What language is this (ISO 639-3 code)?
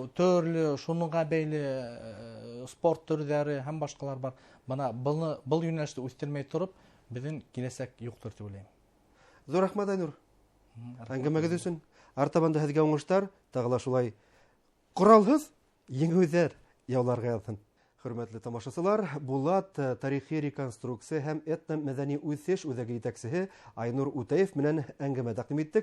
bak